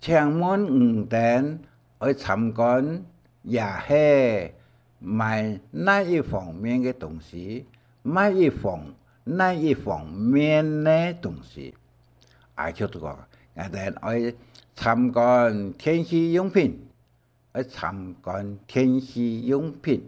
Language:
Hakka Chinese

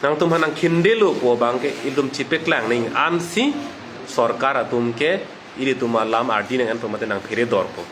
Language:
Karbi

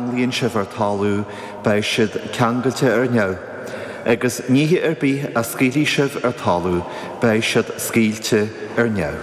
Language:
Irish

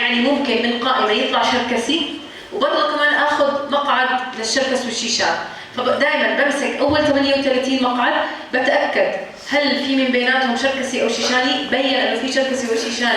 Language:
North Levantine Arabic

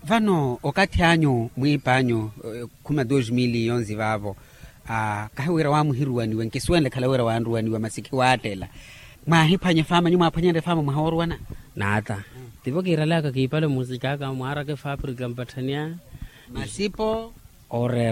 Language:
Makhuwa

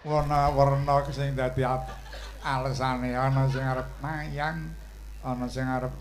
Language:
Javanese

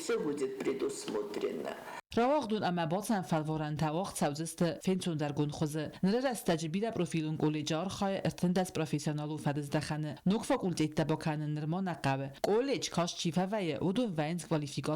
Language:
Ossetic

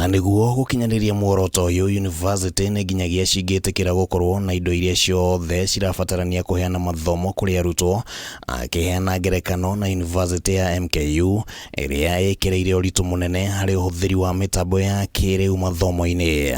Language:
Kikuyu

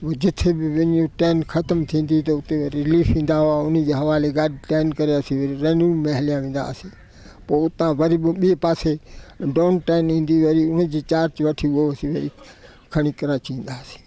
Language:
Sindhi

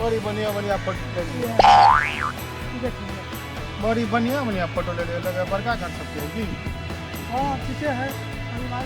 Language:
Maithili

